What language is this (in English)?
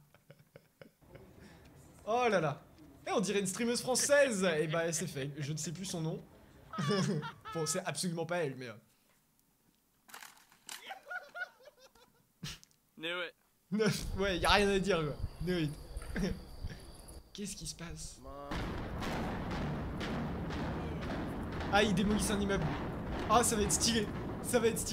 French